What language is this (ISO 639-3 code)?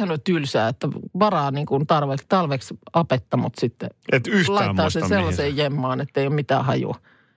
fin